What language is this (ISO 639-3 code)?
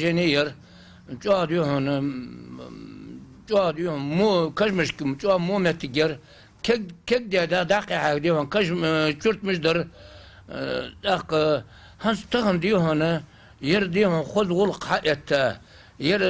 inh